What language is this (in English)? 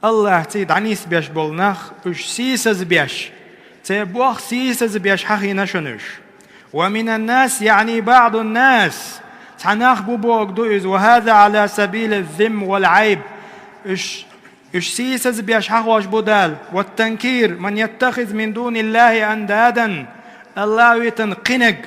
Chechen